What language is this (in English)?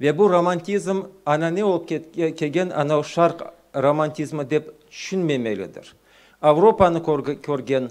Crimean Tatar